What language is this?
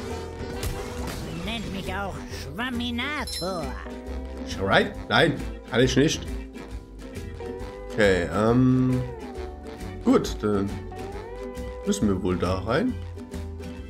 German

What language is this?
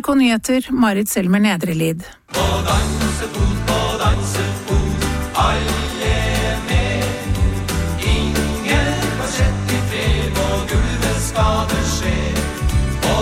Norwegian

